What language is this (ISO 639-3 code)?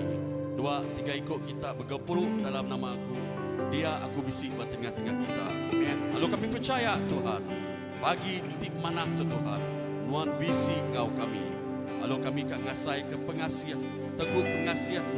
iba